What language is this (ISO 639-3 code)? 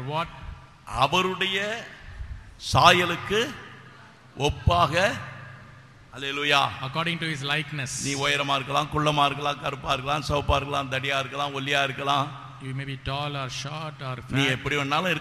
tam